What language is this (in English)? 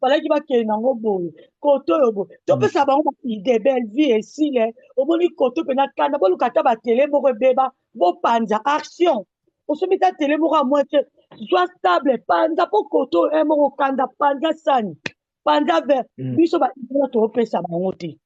Lingala